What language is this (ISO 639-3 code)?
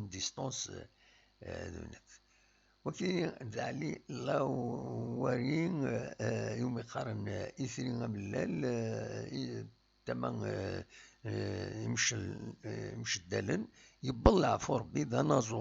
kab